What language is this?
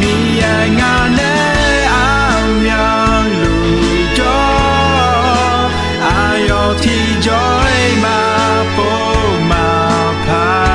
Akha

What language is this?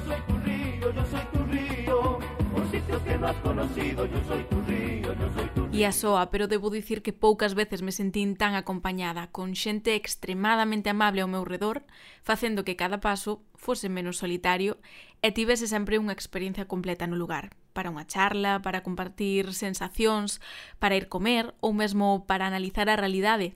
Galician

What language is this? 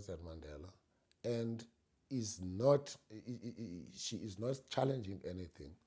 Zulu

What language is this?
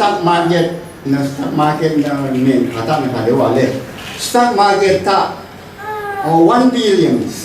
Rawang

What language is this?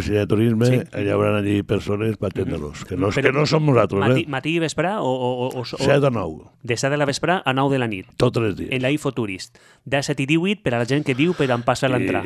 Catalan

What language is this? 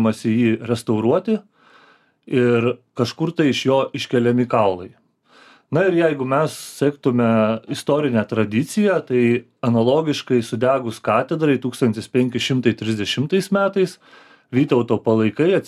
Lithuanian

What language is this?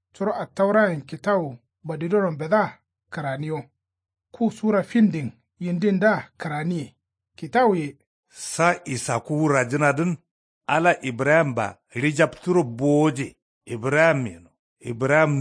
Kanuri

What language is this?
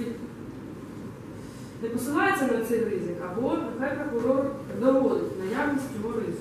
Ukrainian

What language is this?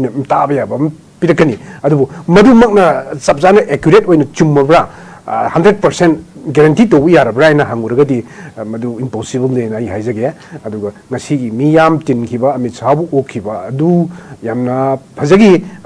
Manipuri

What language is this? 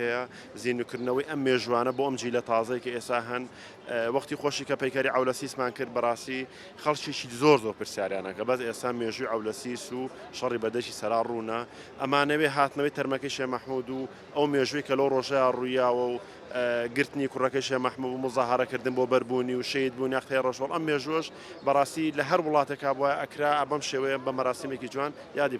Central Kurdish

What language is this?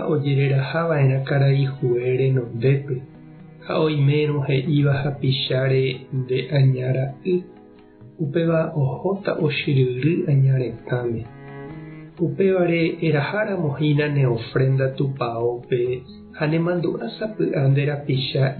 Guarani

